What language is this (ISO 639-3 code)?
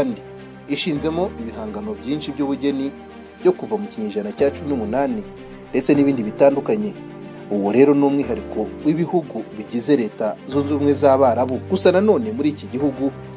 kin